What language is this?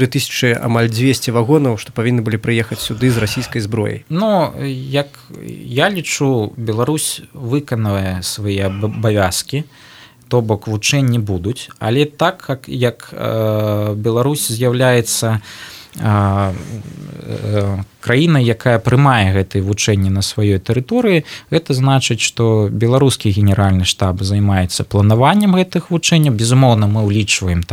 Belarusian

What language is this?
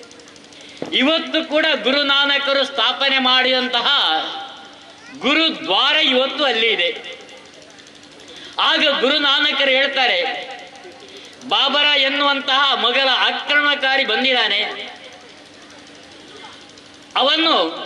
Kannada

